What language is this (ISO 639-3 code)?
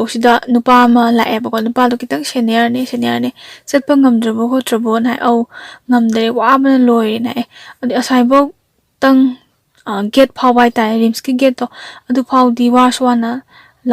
mni